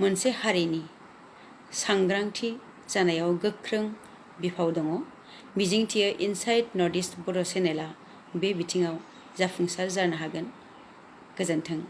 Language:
Bodo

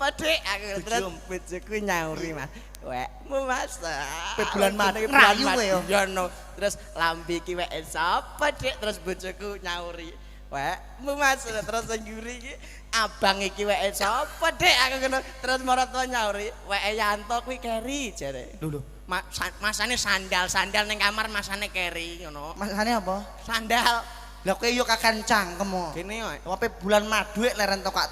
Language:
Javanese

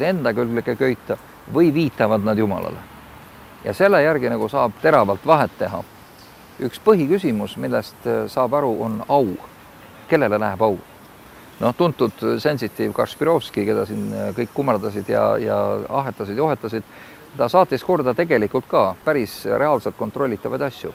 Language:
Estonian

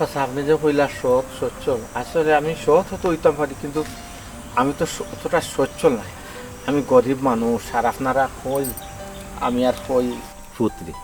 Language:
Sylheti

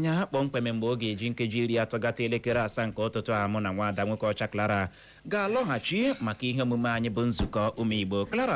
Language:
Igbo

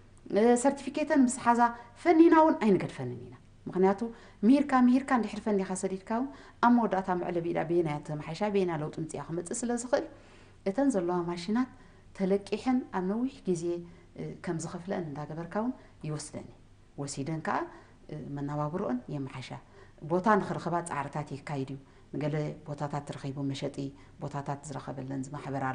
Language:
Tigrinya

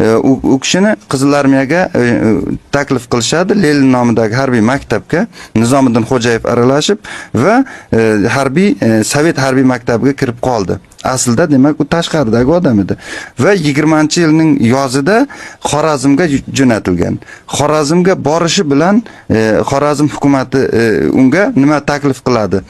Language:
Uzbek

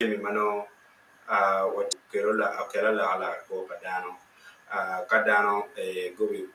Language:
Acoli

